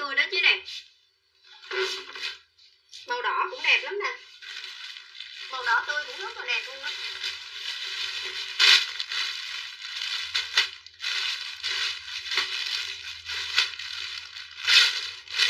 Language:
Vietnamese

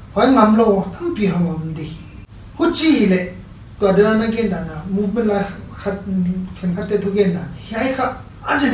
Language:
Paite Chin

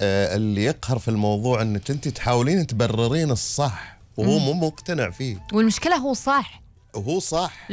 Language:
Gulf Arabic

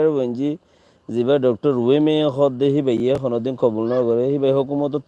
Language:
Rohingya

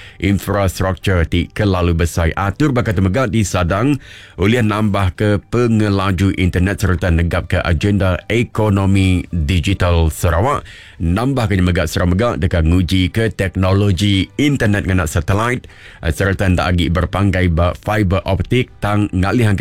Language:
Iban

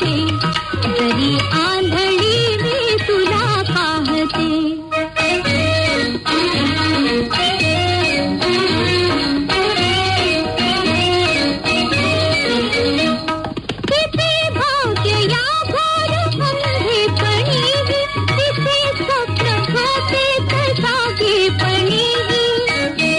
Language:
Marathi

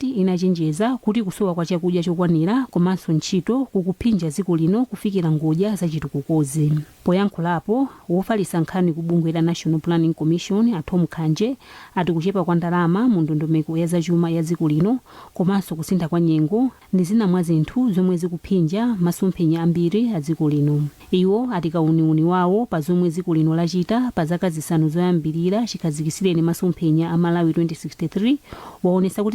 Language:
Nyanja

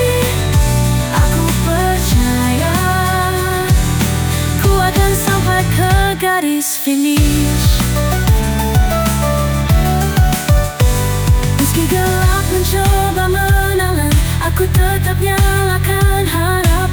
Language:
Indonesian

